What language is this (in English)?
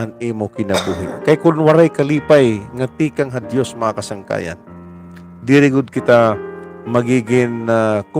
Waray